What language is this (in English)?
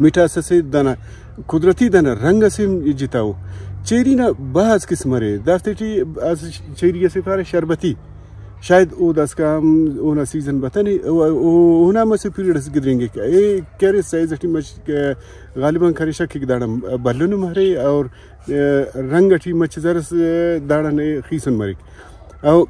Brahui